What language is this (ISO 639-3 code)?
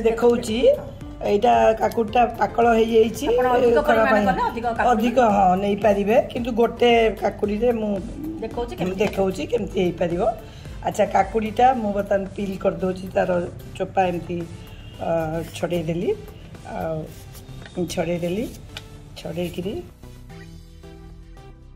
ori